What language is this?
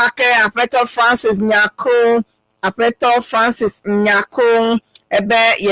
Ewe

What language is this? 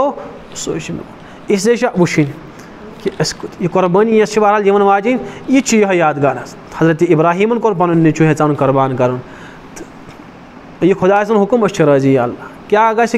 Kashmiri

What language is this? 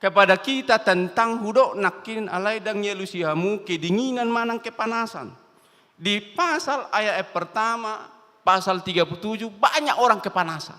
Batak Toba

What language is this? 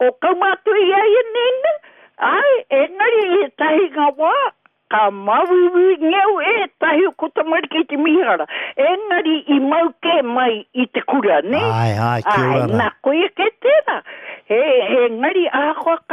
Māori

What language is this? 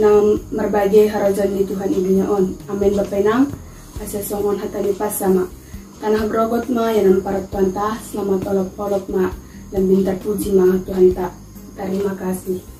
Batak Simalungun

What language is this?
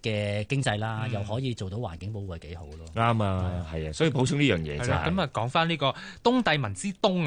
Cantonese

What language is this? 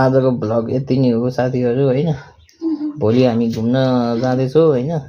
Nepali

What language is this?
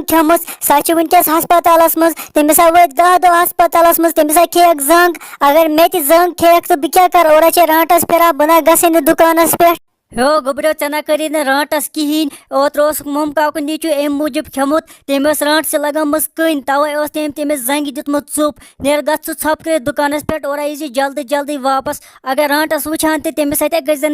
Kashmiri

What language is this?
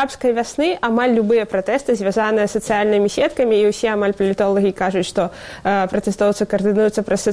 Belarusian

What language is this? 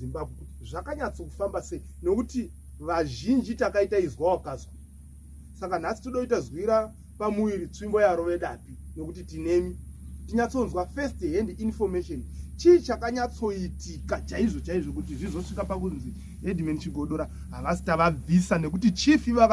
Shona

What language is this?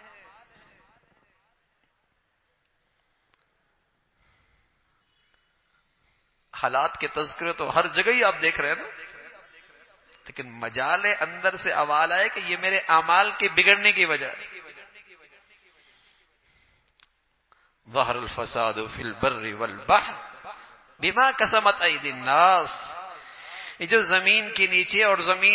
Urdu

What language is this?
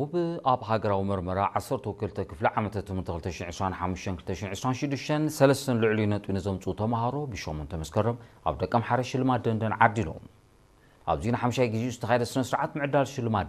Tigrinya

